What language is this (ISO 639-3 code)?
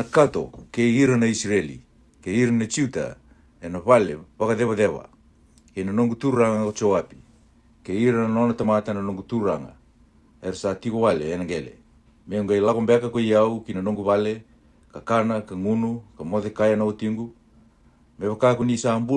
fij